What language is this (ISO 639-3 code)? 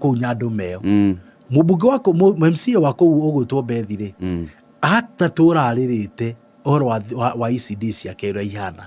kik